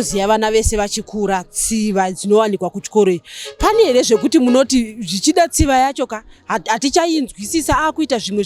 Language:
Shona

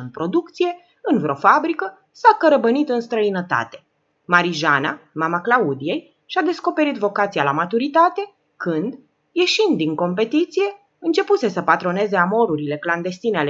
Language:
Romanian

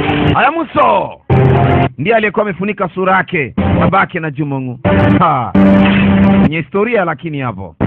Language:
Swahili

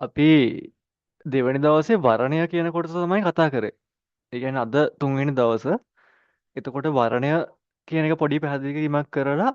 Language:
Sinhala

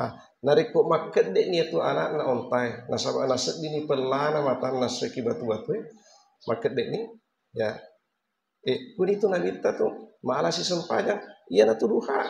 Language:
Buginese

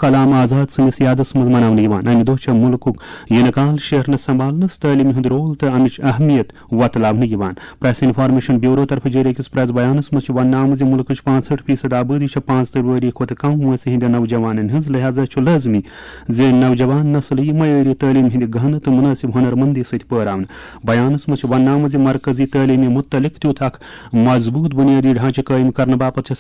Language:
Kashmiri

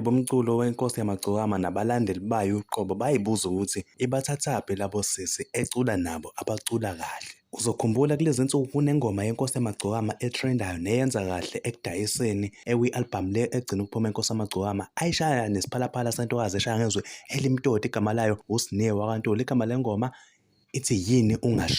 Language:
Zulu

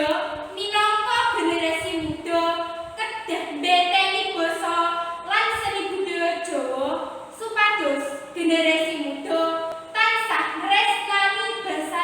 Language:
Javanese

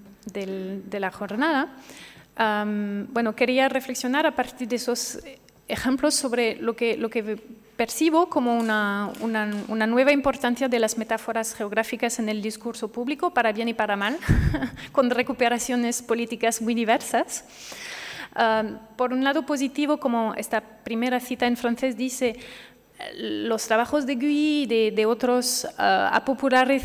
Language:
Spanish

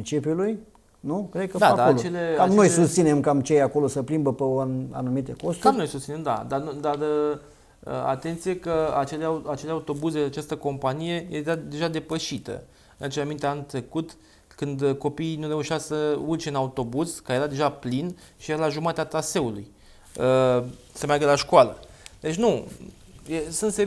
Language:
Romanian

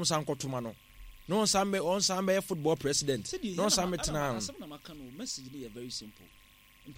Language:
Akan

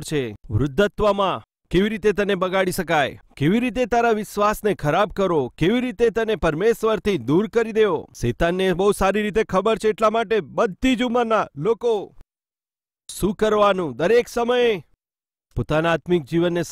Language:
Gujarati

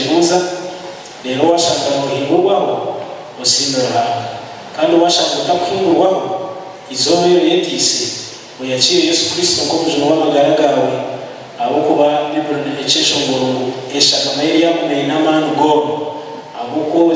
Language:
Nyankole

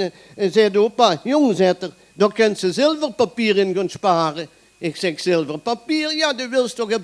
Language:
Limburgish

